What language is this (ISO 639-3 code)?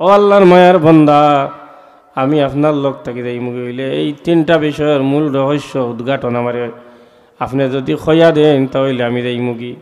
syl